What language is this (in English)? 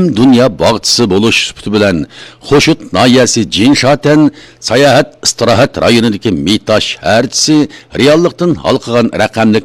Uyghur